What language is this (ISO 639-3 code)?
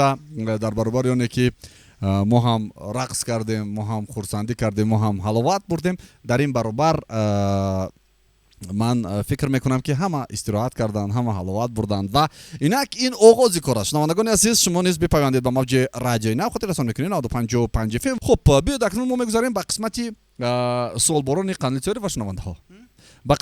tgk